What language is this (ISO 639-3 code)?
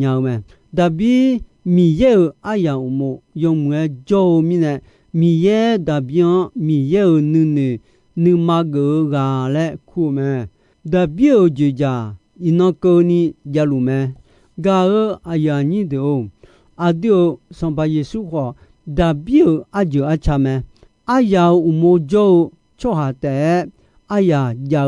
ahk